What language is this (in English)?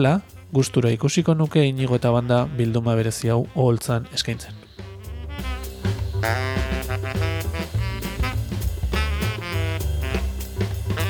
Basque